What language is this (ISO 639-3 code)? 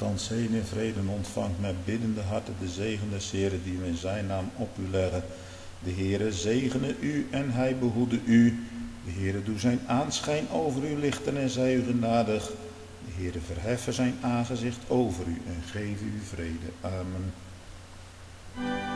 nld